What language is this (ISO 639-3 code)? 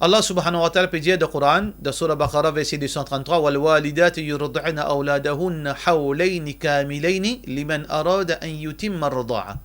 mfe